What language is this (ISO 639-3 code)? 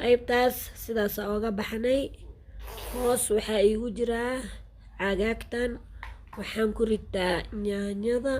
som